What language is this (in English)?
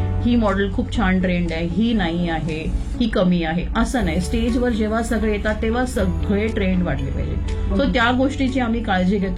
Marathi